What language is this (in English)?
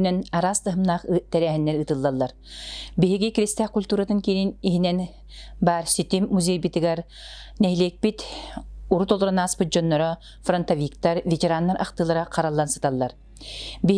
Yakut